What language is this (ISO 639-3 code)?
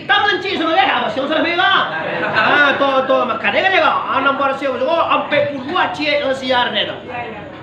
min